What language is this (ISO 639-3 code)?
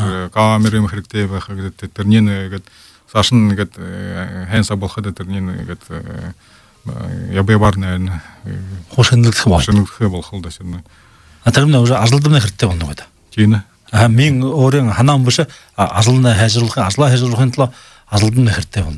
bua